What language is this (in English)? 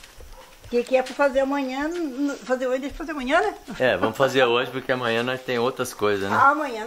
Portuguese